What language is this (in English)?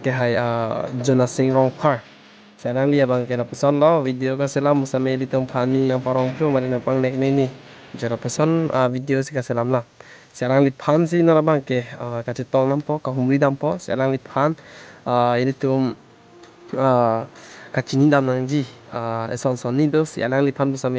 Karbi